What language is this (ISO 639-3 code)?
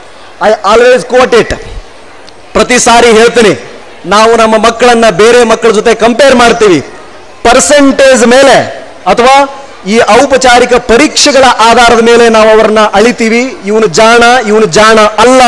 kan